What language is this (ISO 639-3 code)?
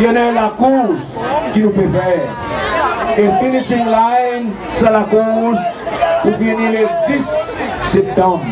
crs